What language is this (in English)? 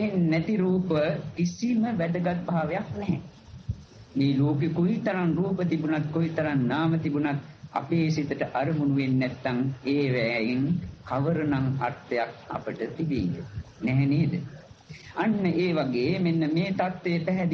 Sinhala